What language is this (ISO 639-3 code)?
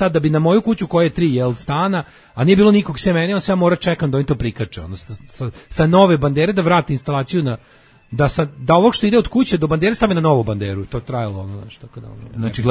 srp